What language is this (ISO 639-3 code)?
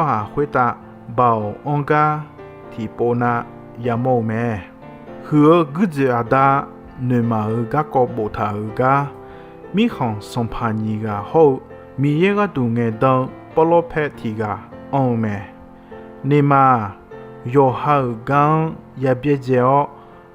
ahk